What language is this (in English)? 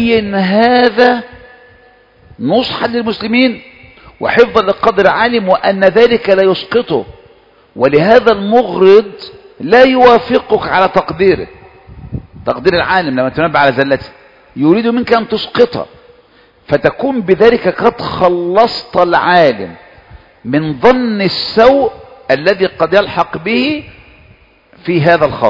Arabic